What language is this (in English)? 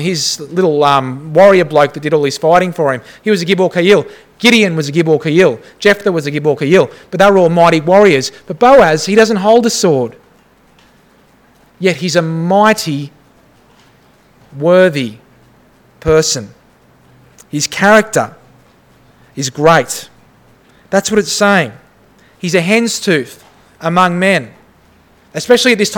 English